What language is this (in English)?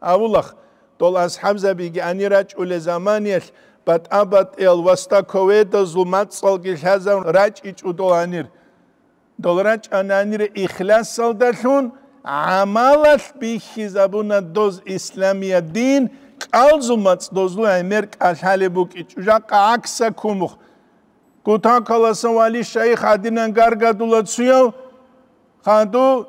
Avaric